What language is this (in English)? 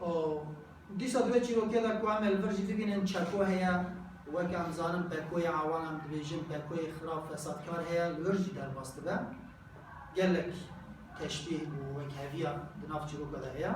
Kurdish